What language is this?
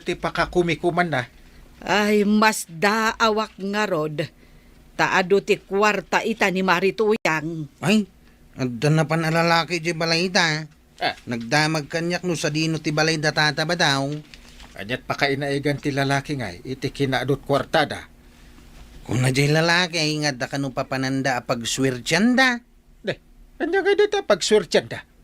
Iloko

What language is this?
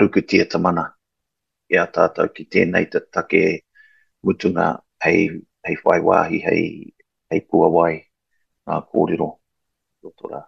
Māori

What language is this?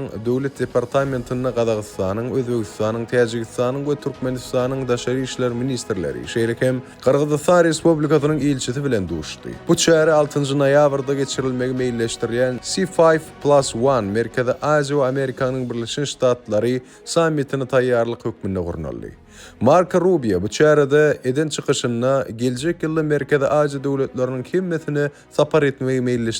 Turkmen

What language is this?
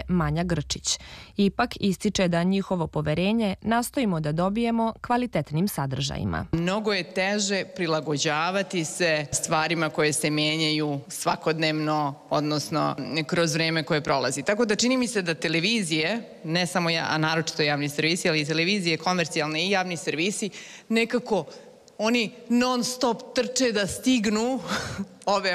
Serbian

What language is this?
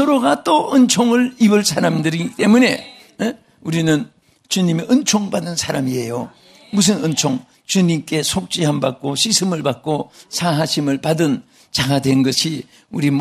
Korean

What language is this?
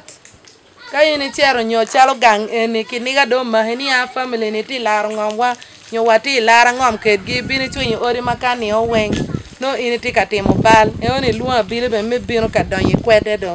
Acoli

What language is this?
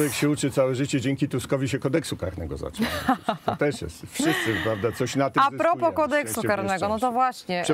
Polish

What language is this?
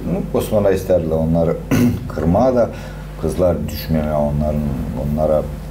Gagauz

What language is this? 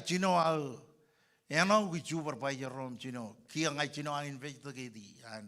Marshallese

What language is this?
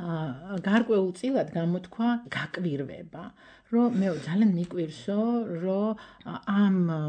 Georgian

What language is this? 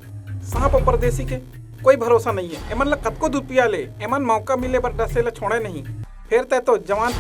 Chhattisgarhi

